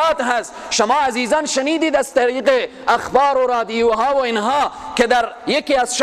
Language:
Persian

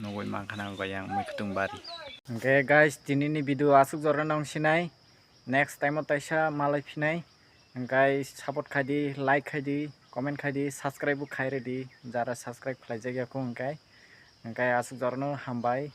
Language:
Kok Borok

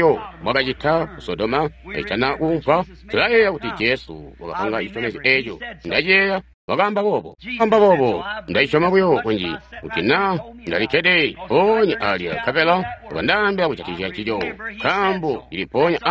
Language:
Tonga (Zambia)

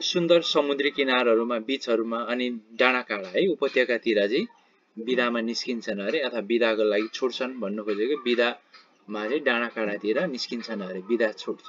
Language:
Nepali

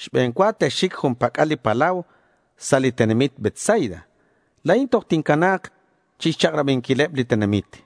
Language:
Kekchí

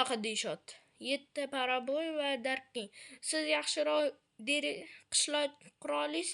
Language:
Uzbek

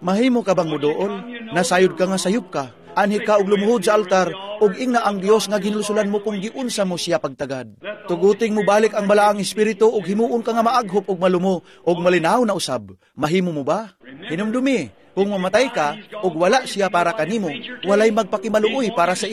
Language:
Cebuano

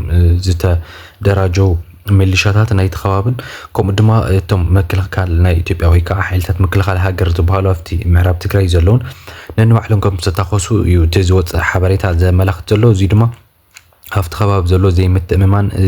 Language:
Tigrinya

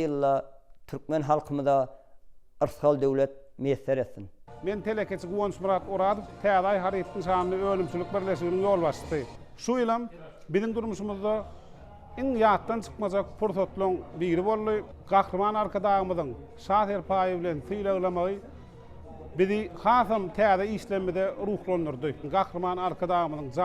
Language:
Turkmen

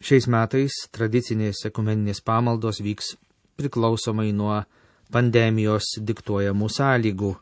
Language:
Lithuanian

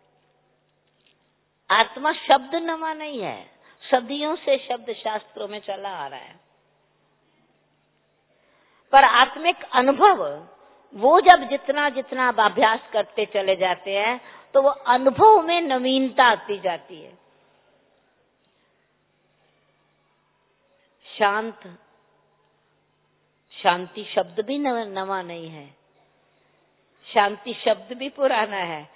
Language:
Hindi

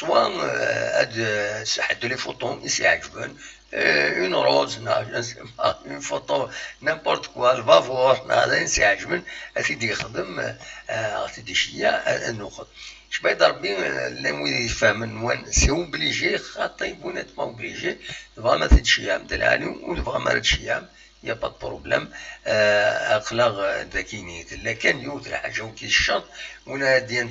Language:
Kabyle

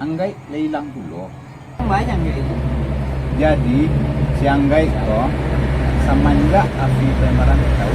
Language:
Minangkabau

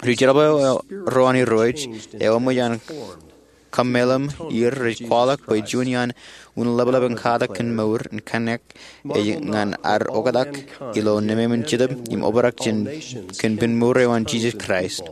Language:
Marshallese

